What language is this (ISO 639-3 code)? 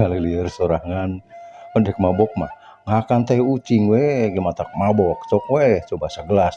sun